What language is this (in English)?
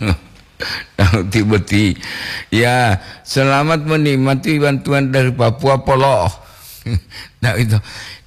Gorontalo